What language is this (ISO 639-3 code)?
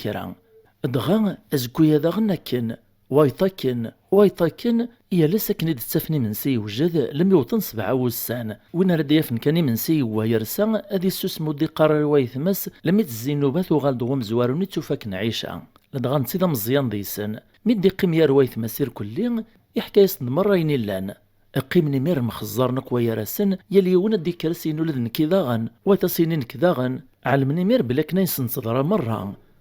kab